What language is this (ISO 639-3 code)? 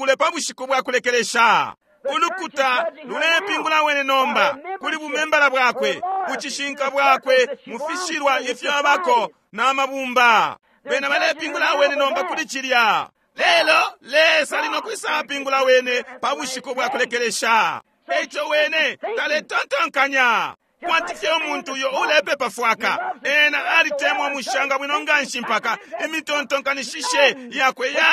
bem